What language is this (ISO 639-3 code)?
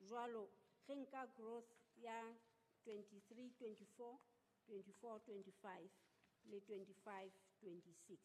sot